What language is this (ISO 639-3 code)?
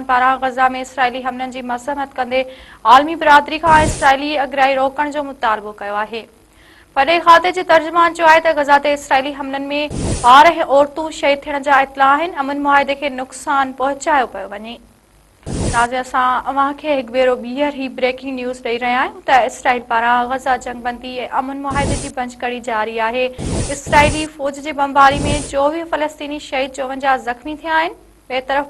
snd